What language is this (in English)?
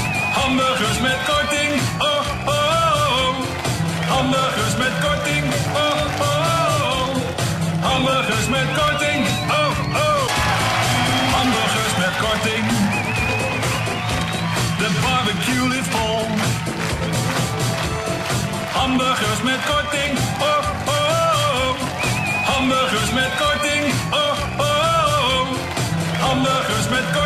Dutch